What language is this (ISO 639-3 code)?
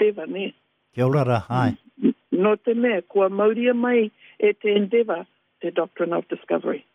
mri